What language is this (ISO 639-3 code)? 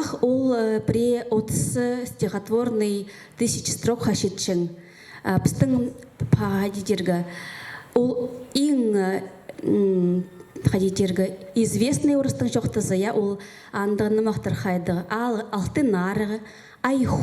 kjh